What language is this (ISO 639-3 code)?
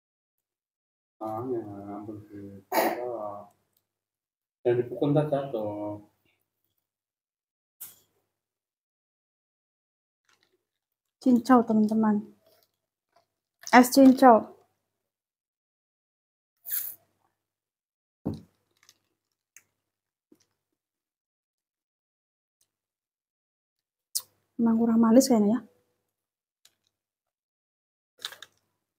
ind